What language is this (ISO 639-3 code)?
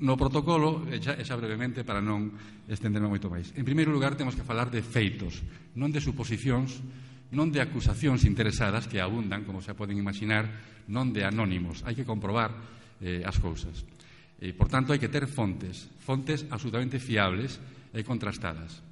glg